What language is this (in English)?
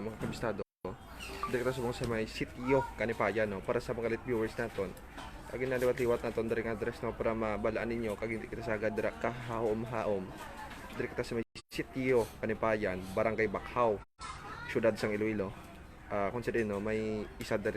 Hiligaynon